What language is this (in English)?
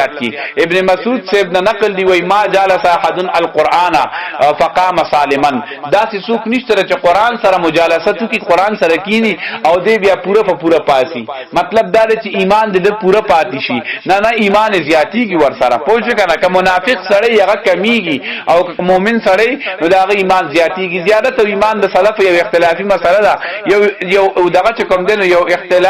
Pashto